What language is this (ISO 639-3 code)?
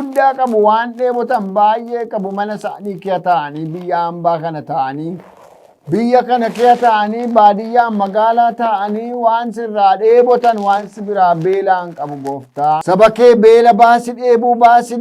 orm